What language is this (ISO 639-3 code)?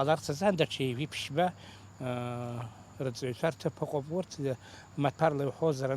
abk